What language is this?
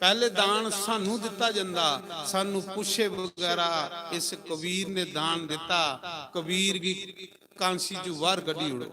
Dogri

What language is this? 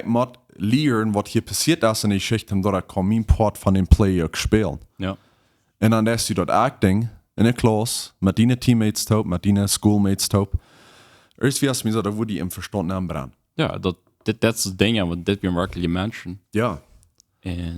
Plautdietsch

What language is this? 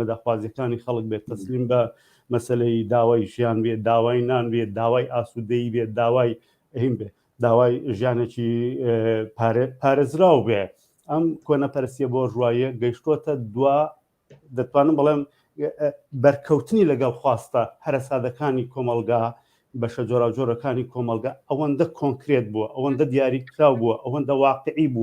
Central Kurdish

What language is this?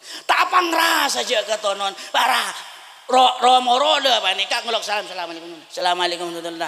Madurese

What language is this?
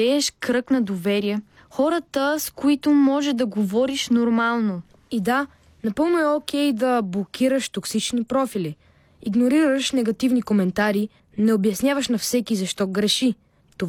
Bulgarian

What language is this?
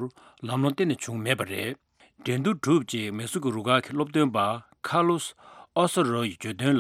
Tibetan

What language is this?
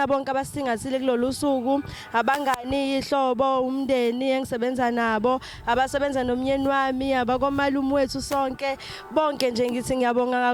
Zulu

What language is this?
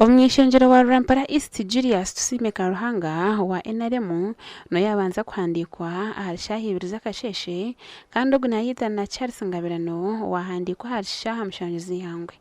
Nyankole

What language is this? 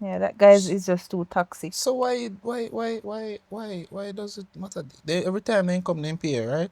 Jamaican Creole English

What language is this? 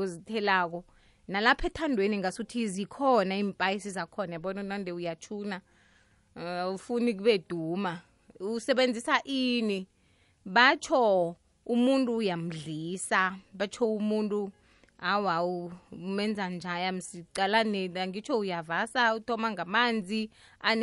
South Ndebele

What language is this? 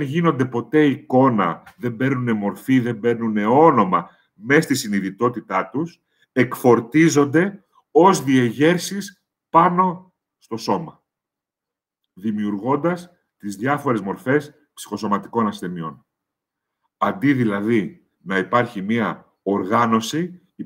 Greek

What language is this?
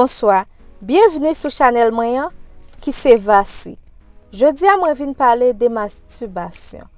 Haitian Creole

